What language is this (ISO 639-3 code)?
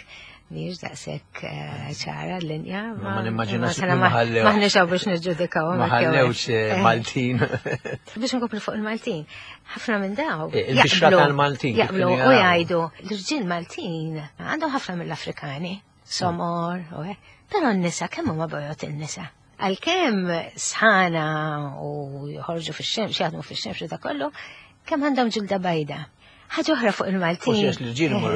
mlt